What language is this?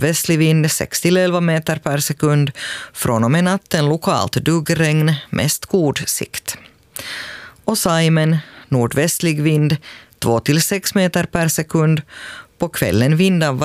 Swedish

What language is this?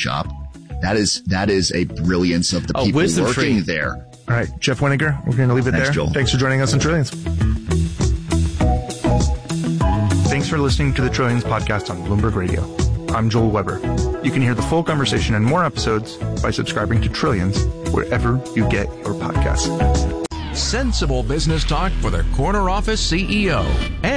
English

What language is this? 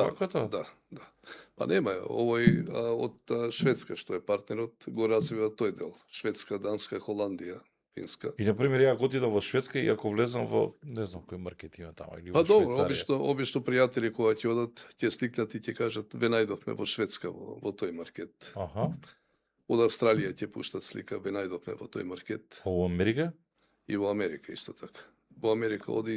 Macedonian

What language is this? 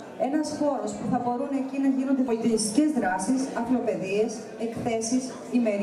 Greek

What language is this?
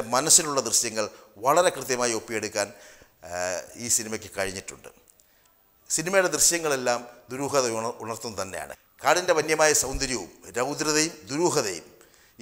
Malayalam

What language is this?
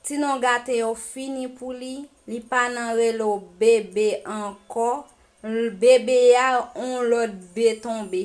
Haitian Creole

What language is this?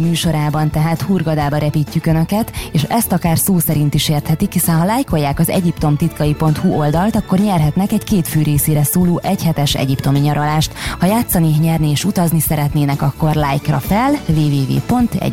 Hungarian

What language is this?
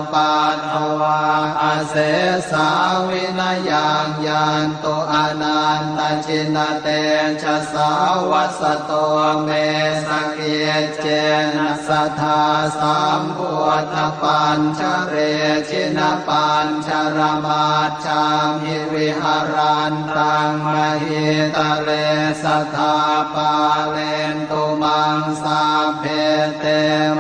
Pali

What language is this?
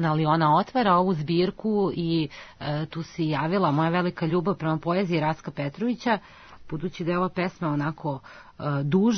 Serbian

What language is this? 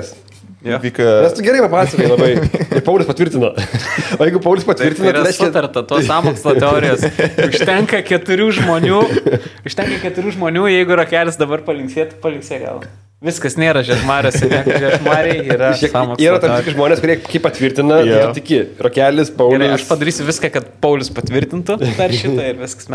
Lithuanian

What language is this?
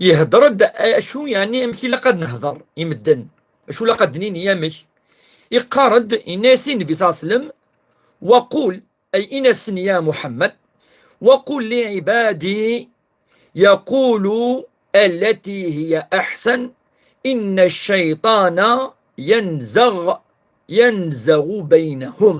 Kabyle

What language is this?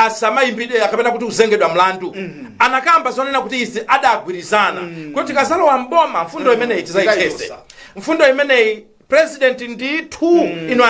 Nyanja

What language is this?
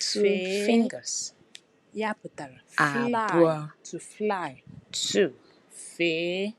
Igbo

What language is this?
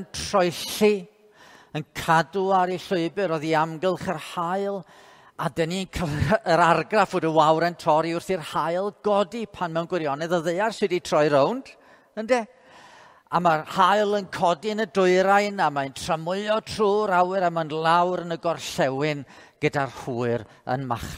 Welsh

